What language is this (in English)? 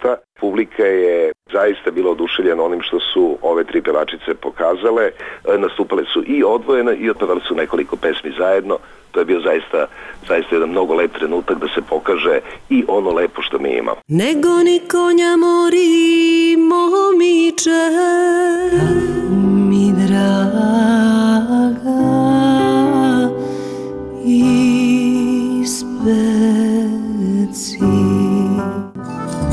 Serbian